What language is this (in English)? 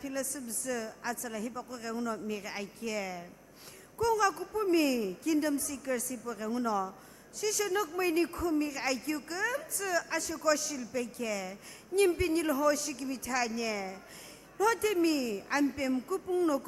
Sumi Naga